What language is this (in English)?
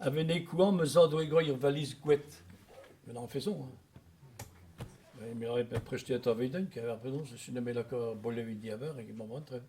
Breton